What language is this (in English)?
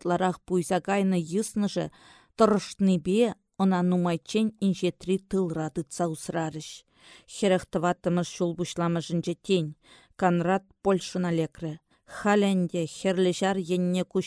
Chuvash